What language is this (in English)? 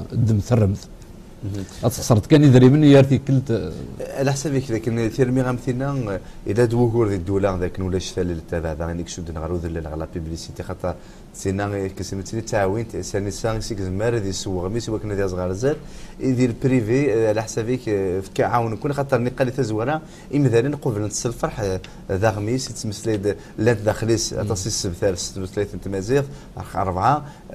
Kabyle